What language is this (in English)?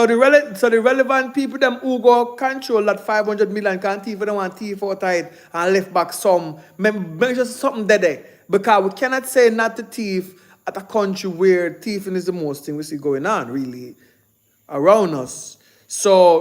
Jamaican Creole English